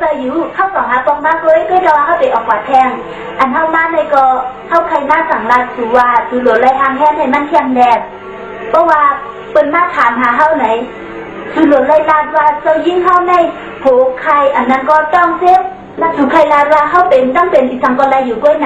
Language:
Shan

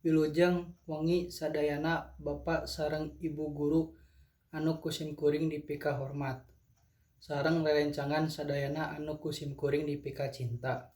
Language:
Sundanese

